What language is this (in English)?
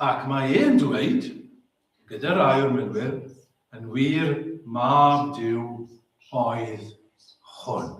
Welsh